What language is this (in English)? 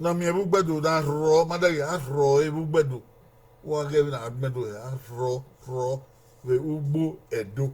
Bini